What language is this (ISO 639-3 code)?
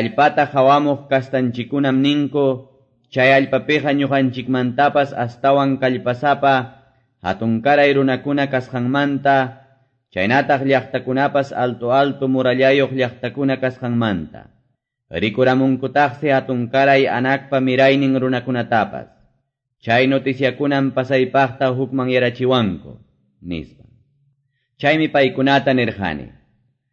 que